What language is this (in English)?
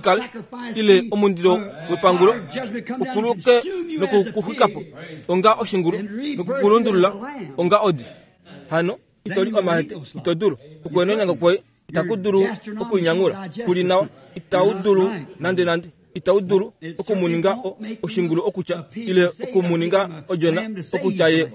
Kuanyama